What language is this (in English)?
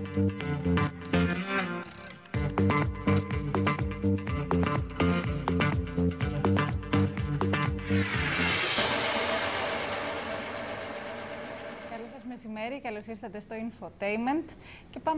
Greek